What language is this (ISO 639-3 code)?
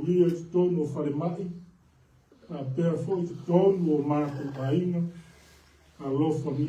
smo